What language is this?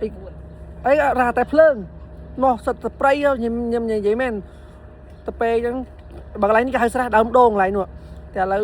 Khmer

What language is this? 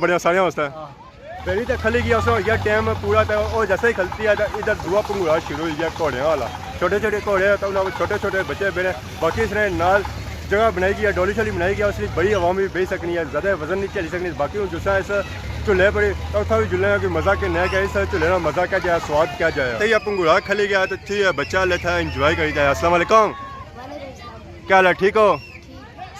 Pahari-Potwari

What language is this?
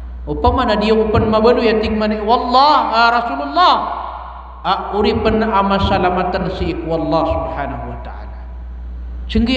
Maranao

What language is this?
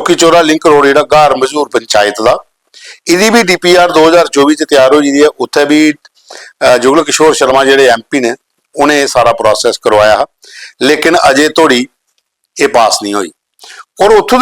Dogri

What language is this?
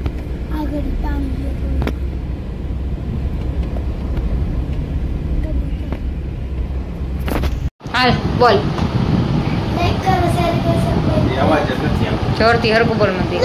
Gujarati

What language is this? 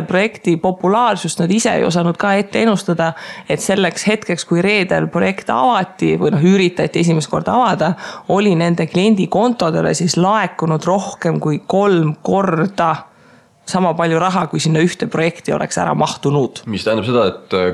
Estonian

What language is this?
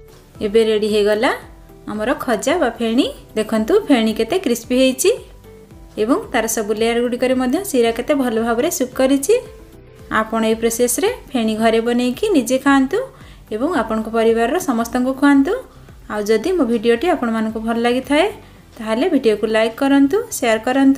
Odia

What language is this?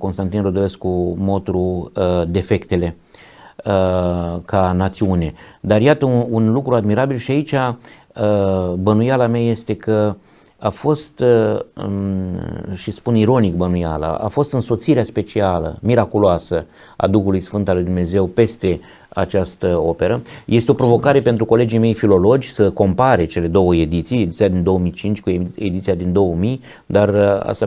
Romanian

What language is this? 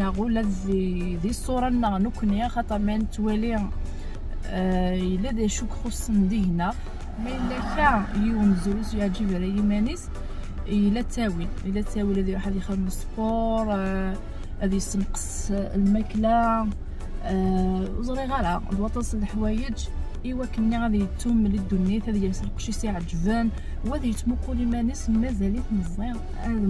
Kabyle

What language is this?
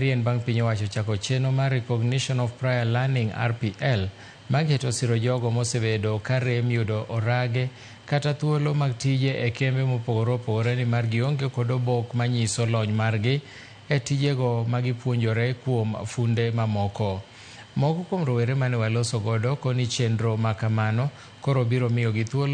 Luo (Kenya and Tanzania)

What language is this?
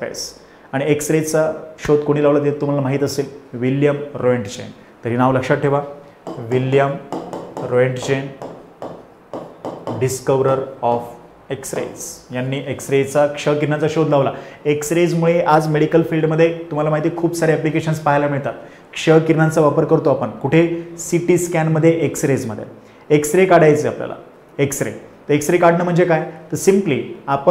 Marathi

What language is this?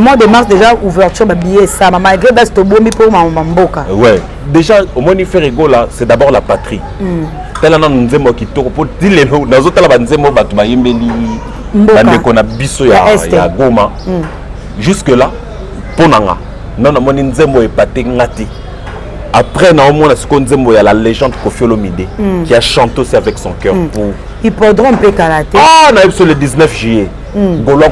Lingala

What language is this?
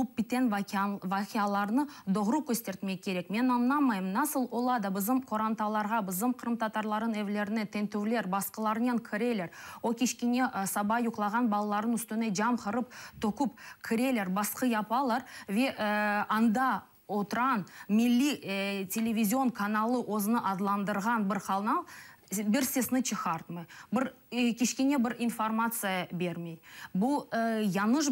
Crimean Tatar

